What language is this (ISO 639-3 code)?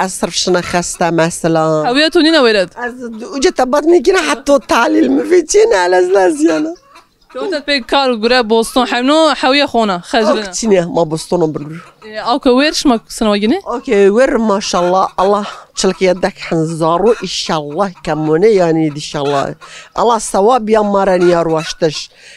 zza